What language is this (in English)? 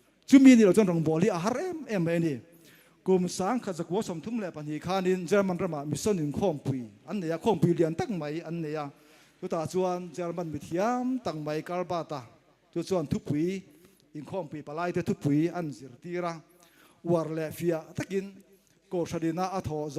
Mizo